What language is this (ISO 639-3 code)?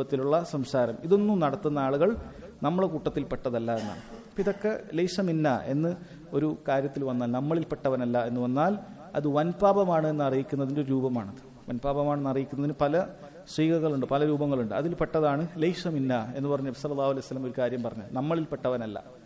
mal